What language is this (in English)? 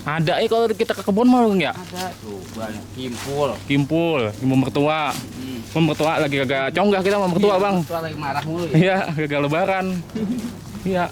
Betawi